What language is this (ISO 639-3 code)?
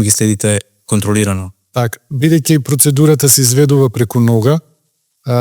mkd